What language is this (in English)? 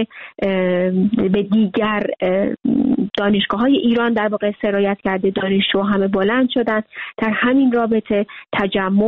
Persian